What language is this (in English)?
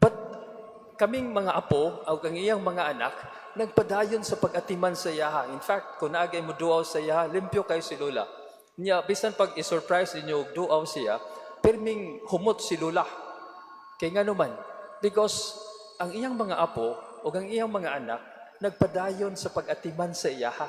Cebuano